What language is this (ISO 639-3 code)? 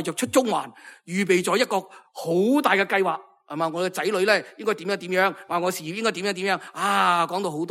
yue